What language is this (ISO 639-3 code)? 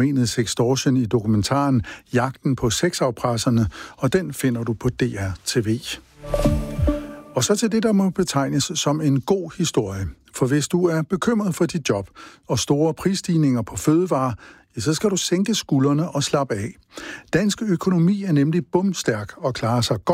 dan